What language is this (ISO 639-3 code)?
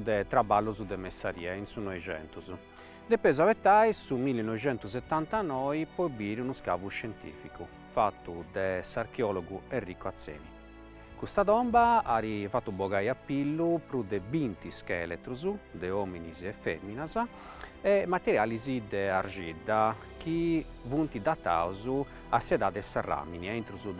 srd